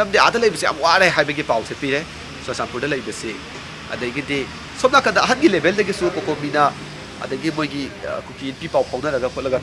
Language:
Manipuri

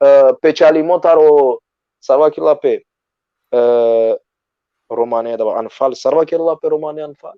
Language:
Balkan Romani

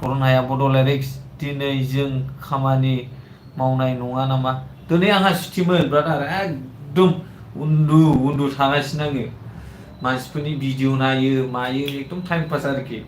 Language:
Bodo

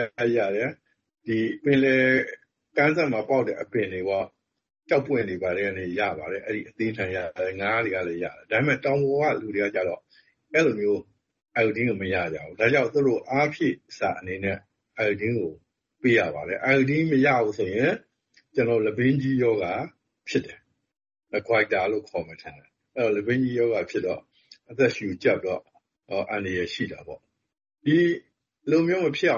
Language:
Burmese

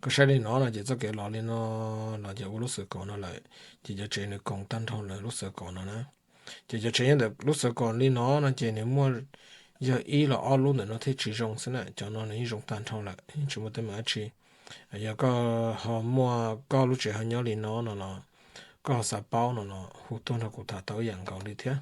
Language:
Hmong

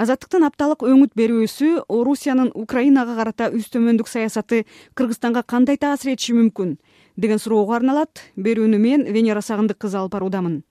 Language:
Kyrgyz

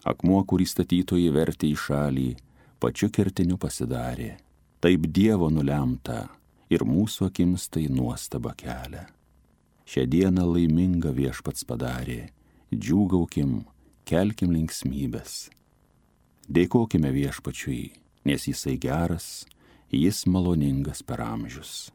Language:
Lithuanian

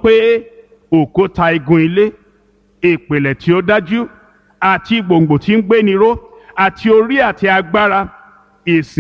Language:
Yoruba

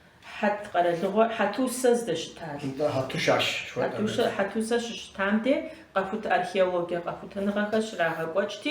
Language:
Kabardian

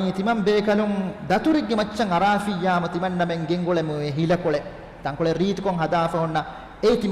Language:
Divehi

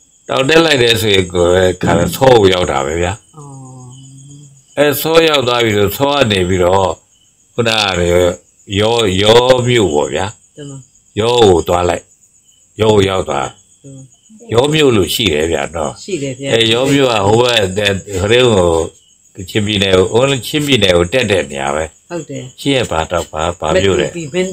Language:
Burmese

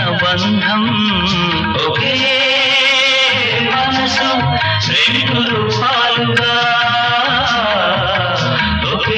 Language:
Telugu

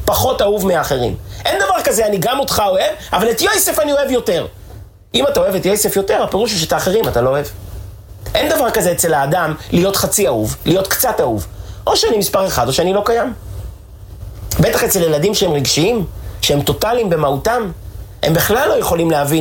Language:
Hebrew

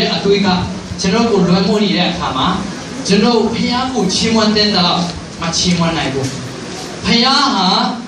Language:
Burmese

